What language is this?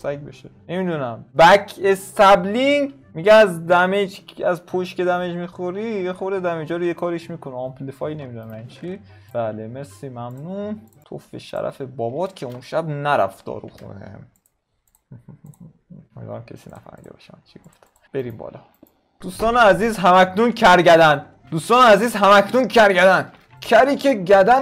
Persian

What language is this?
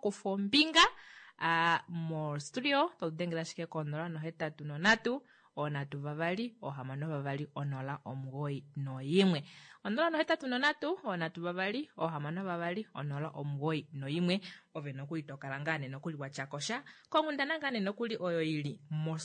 Kuanyama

